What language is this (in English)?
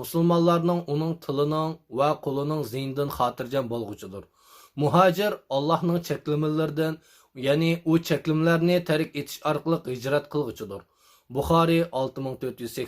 Uyghur